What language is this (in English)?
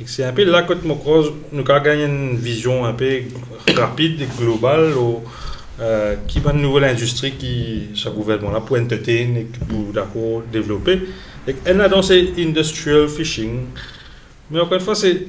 Morisyen